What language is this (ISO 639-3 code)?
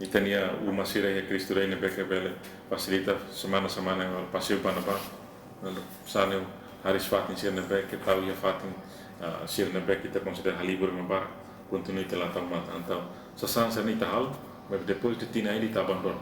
tet